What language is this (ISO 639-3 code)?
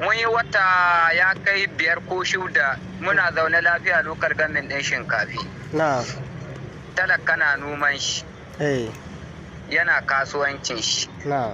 hau